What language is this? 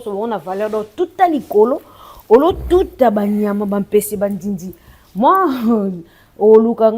Lingala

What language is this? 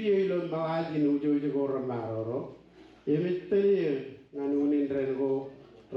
Marshallese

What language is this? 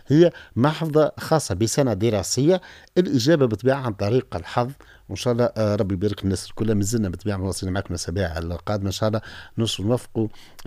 Tunisian Arabic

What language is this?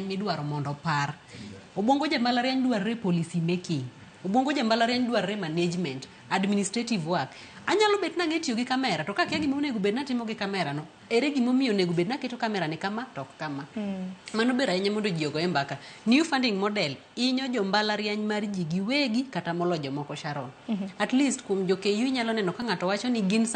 Luo (Kenya and Tanzania)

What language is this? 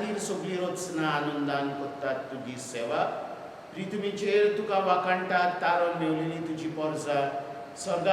Konkani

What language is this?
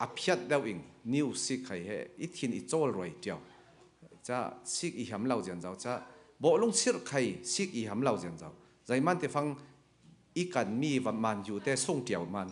Falam Chin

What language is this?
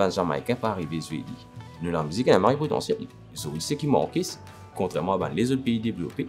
Morisyen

